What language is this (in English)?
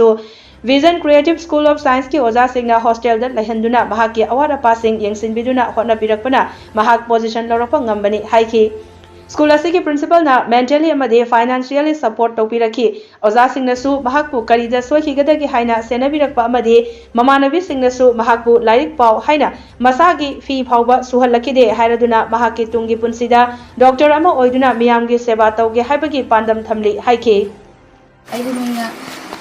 Manipuri